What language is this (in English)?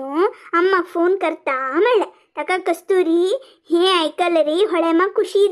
Konkani